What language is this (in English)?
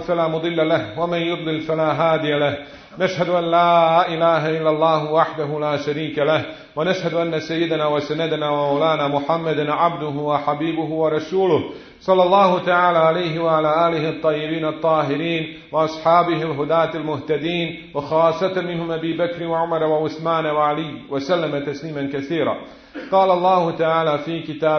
Bosnian